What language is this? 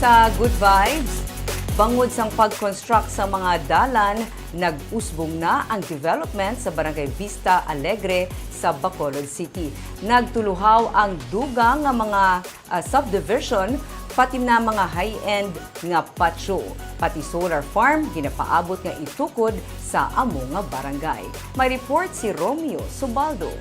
Hiligaynon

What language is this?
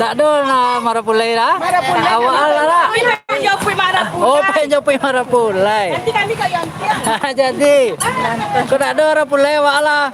Minangkabau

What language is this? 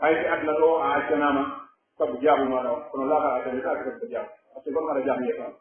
Pular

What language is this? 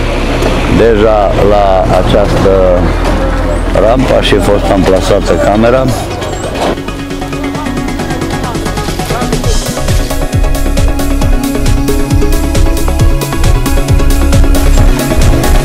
Romanian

